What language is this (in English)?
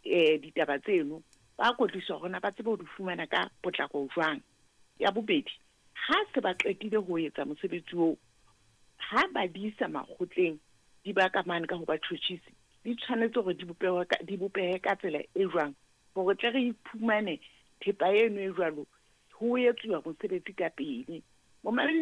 Southern Sotho